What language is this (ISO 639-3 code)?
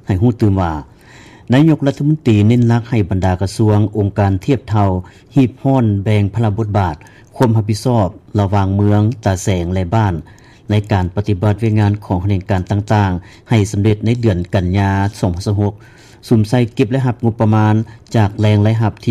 lao